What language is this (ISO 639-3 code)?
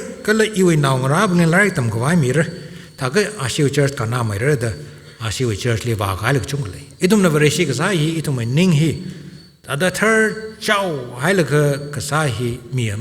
nmf